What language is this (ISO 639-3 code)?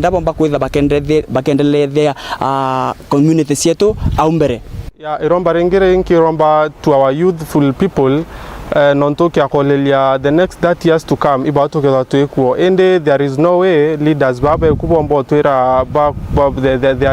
mer